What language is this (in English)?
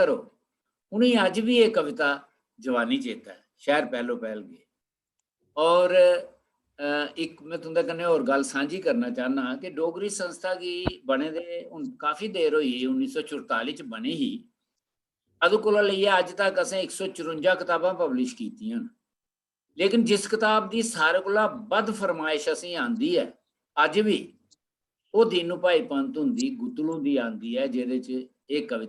Dogri